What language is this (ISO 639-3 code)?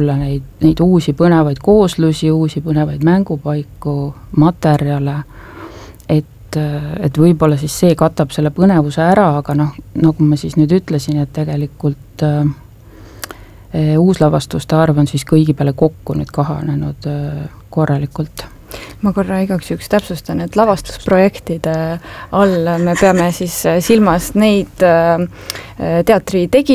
est